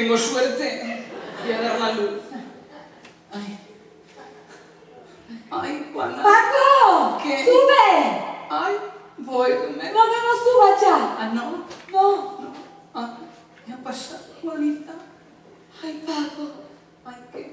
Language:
Spanish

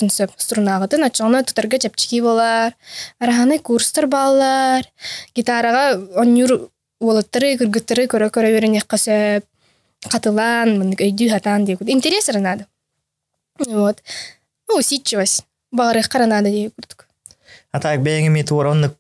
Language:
Yakut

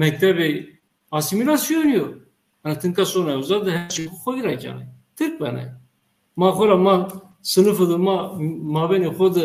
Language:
Zaza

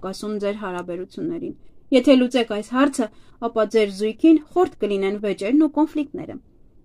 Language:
Armenian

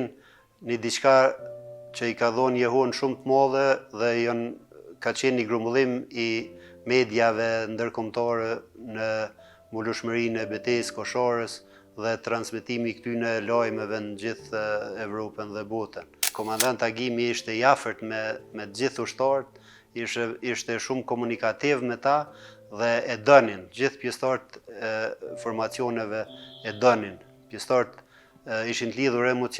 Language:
Albanian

